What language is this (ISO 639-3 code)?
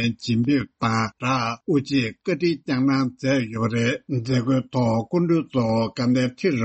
bod